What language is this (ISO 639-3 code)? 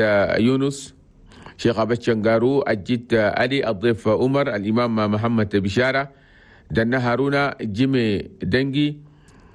shu